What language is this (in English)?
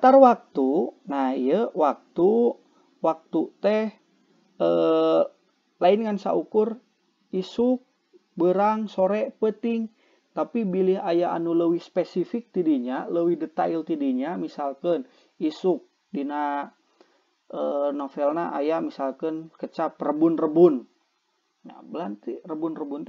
Sundanese